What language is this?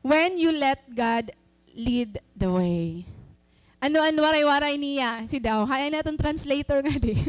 Waray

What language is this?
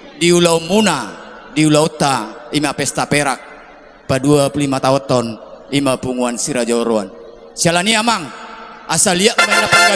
Batak Toba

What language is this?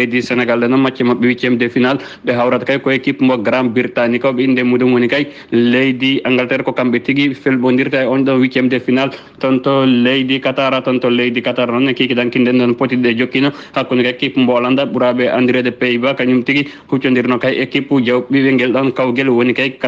Fula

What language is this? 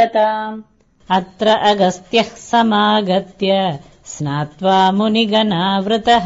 Sanskrit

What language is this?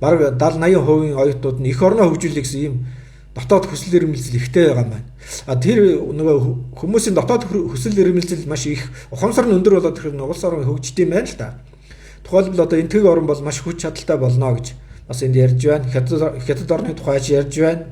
Mongolian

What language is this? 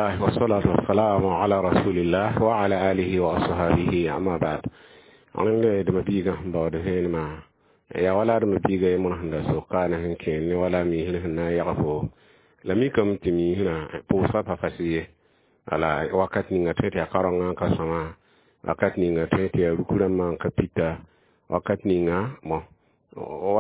Mossi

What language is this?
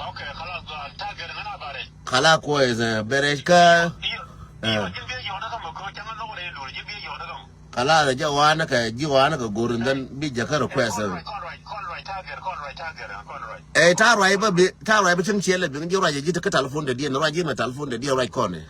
Nuer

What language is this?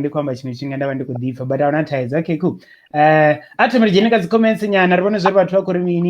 Venda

